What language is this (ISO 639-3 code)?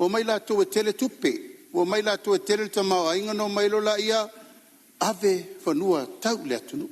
smo